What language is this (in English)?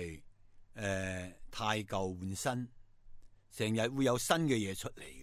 Cantonese